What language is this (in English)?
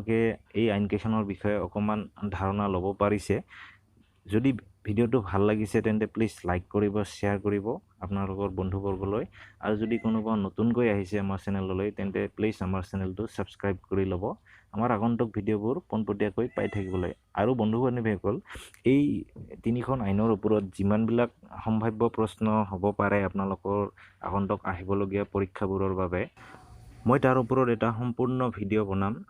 Assamese